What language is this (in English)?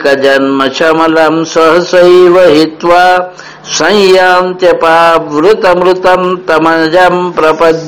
Sanskrit